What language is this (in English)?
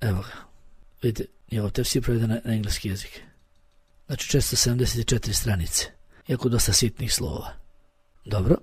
Bosnian